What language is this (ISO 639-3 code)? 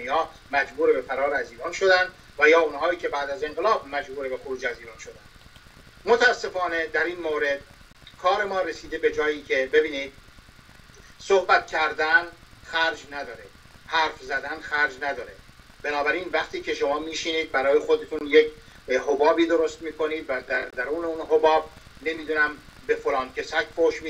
fas